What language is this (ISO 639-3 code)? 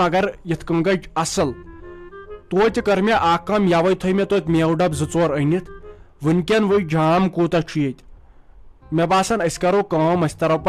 kas